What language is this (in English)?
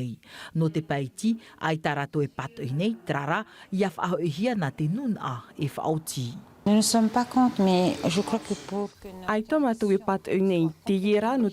Tahitian